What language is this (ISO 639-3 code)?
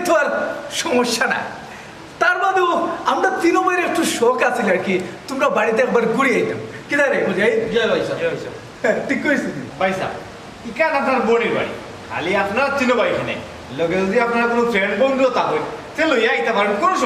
syl